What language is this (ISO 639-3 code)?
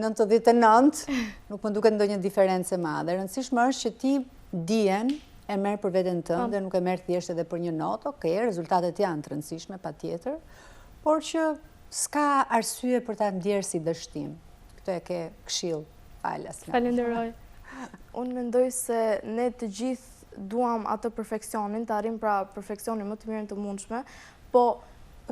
sqi